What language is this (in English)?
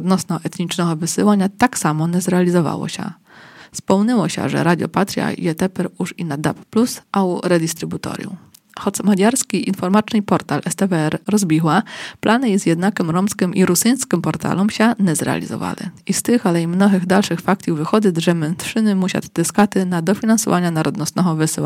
Rusyn